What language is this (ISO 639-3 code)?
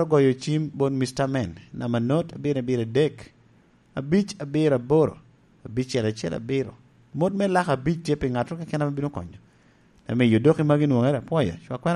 laj